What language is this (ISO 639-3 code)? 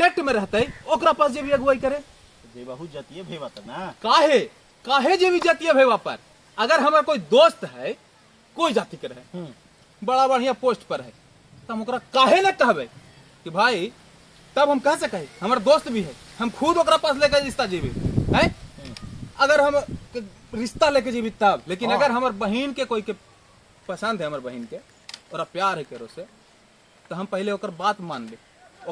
mag